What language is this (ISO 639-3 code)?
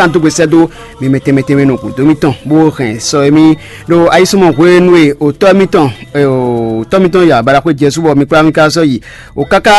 fon